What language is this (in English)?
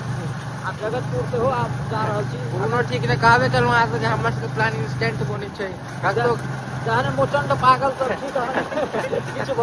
Maithili